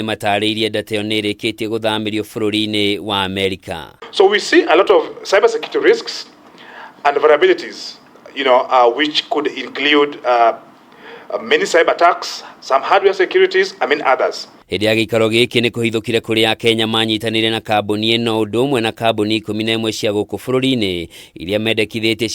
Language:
Kikuyu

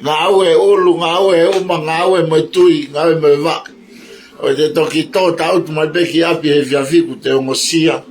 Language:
Tongan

